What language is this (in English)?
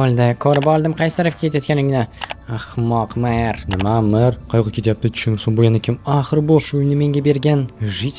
Uzbek